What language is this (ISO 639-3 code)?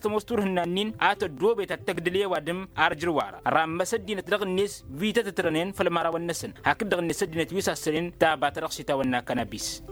taq